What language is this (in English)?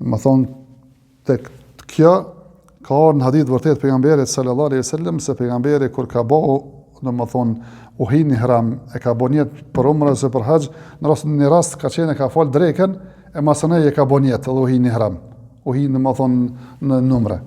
Albanian